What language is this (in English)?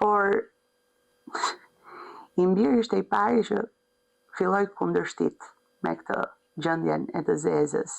Albanian